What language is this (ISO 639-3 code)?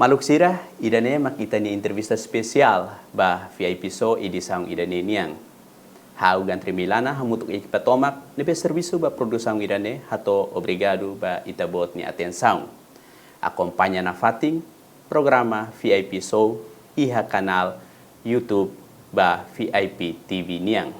tet